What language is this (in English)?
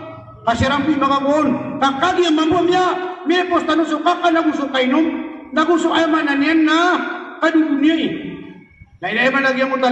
Maranao